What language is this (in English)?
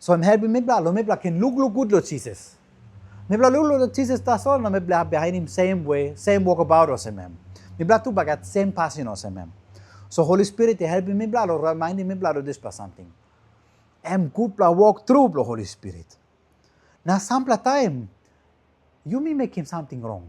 Tok Pisin